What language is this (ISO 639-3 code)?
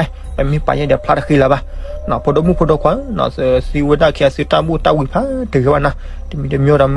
ksw